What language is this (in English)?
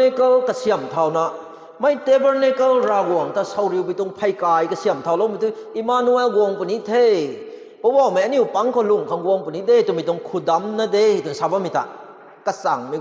Rongmei Naga